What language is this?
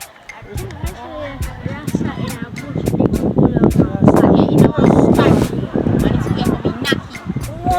Jamaican Creole English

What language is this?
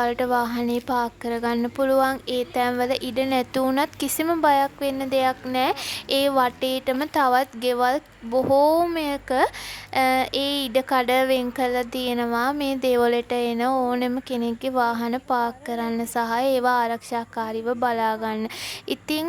Sinhala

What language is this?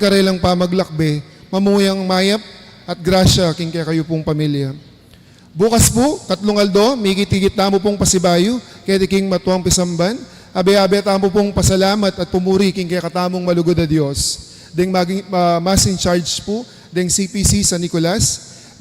Pampanga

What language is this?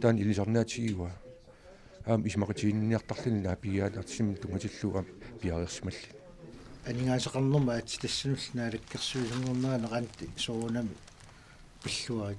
Kalaallisut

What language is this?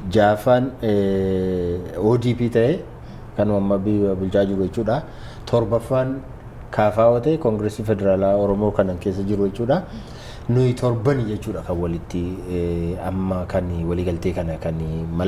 Oromo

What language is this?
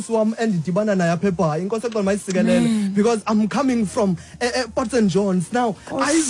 Xhosa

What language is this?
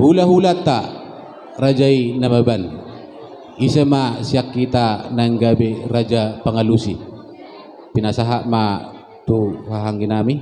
Batak Toba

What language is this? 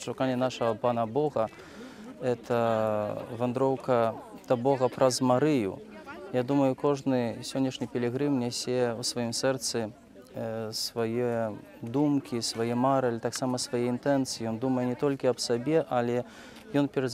Belarusian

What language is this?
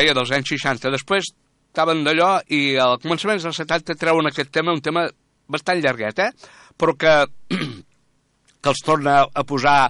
Catalan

